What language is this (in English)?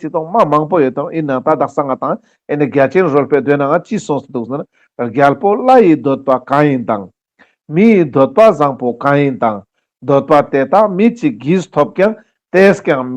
Ladakhi